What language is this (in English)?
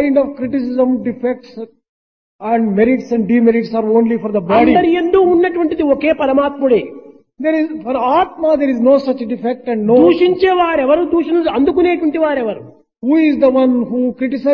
Telugu